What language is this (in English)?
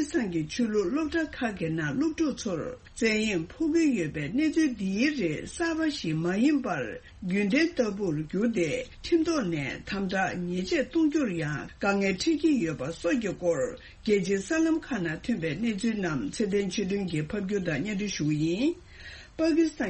Tibetan